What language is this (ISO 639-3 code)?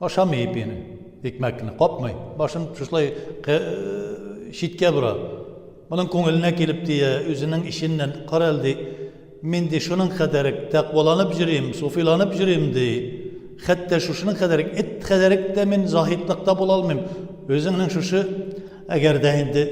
tat